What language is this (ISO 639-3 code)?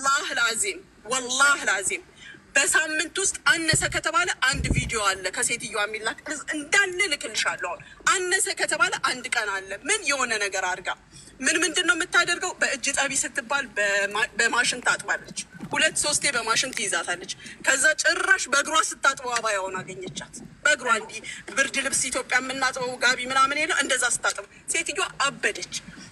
amh